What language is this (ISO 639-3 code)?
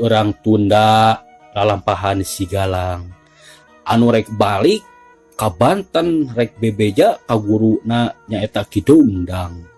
sun